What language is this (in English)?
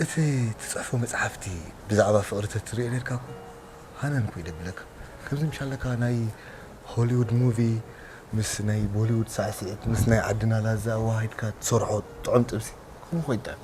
Tigrinya